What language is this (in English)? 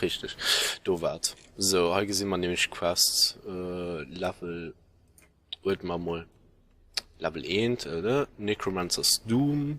Luxembourgish